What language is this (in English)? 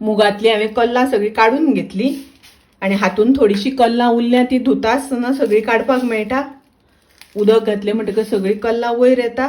Konkani